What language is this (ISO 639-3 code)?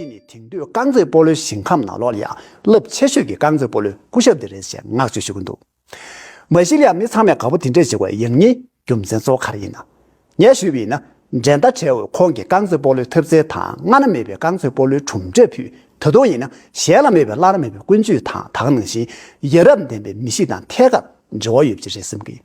bod